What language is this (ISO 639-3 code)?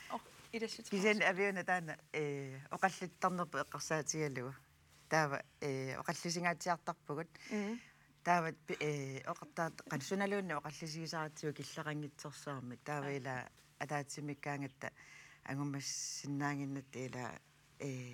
kal